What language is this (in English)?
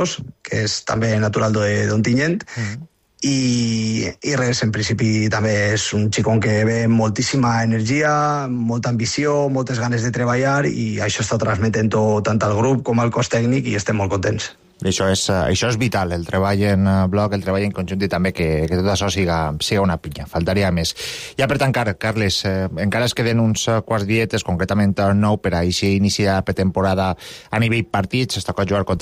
Catalan